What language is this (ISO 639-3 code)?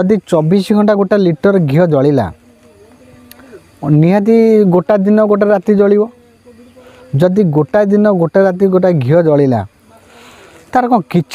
ori